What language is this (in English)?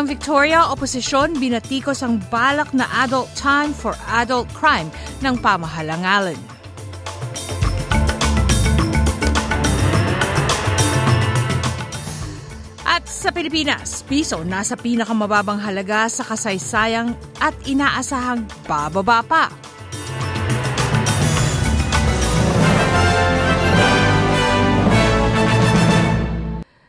Filipino